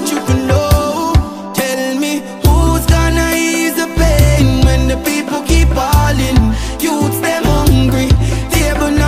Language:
Jamaican Creole English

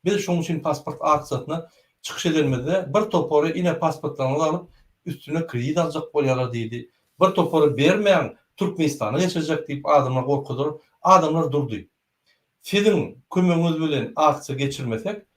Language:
Turkmen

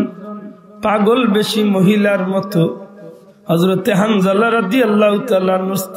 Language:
Sylheti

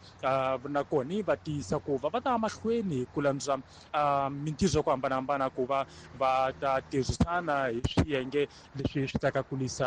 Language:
Tsonga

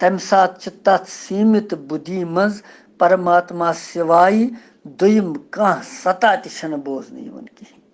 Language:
Kashmiri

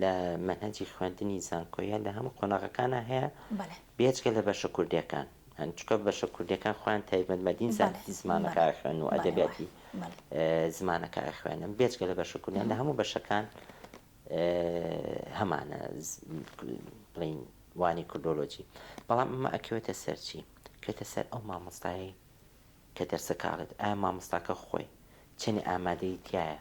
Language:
Central Kurdish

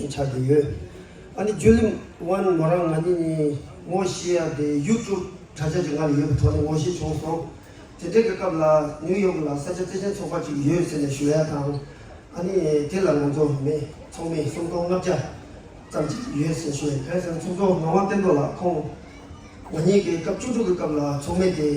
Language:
Tibetan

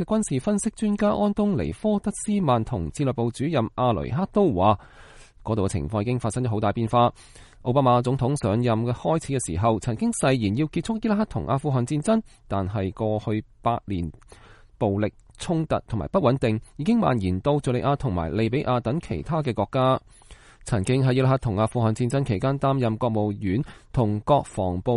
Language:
Cantonese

